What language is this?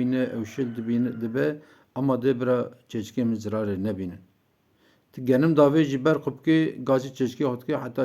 Kurdish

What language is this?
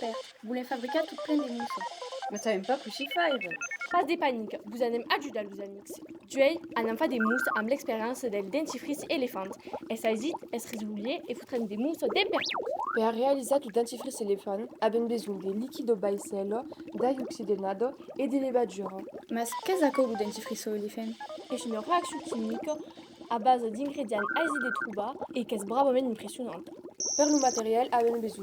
Occitan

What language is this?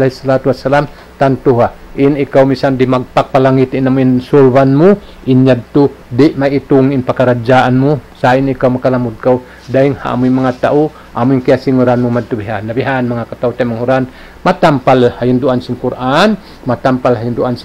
Tausug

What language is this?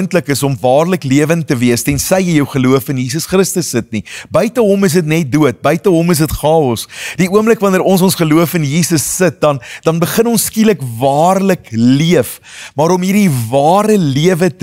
Afrikaans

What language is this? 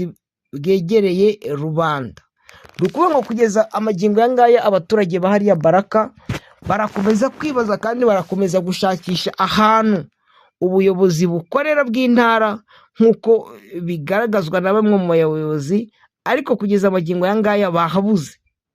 Kinyarwanda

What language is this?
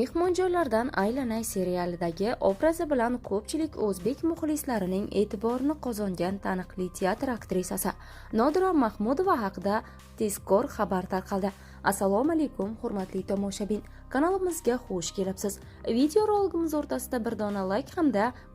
Uzbek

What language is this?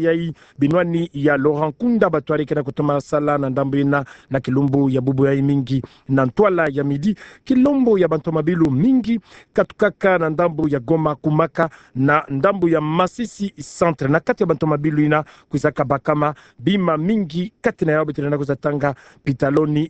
Kituba (Democratic Republic of Congo)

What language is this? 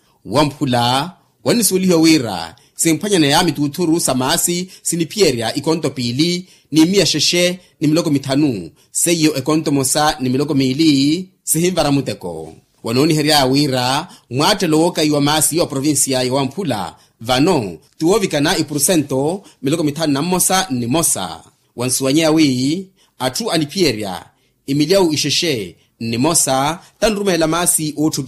Makhuwa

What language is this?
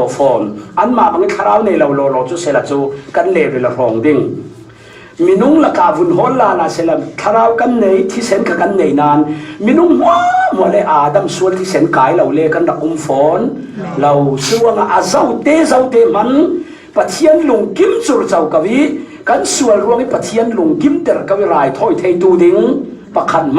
Falam Chin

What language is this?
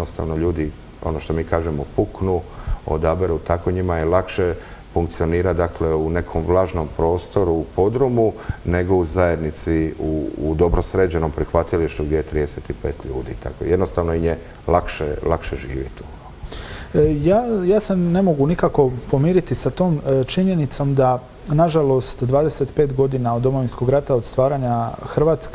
Croatian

